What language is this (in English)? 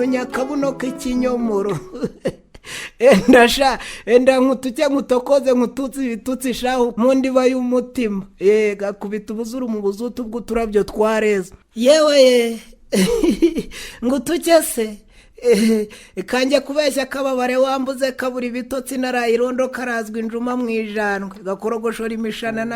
Kinyarwanda